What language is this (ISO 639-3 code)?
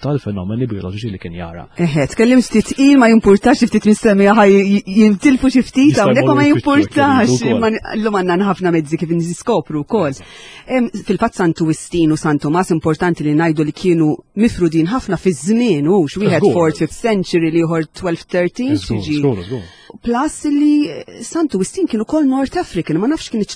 mlt